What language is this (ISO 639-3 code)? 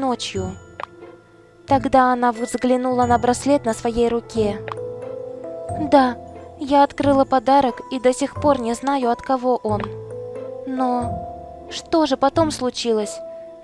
rus